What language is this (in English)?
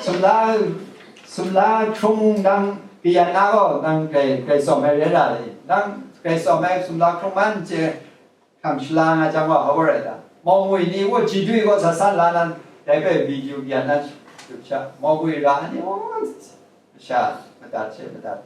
Kachin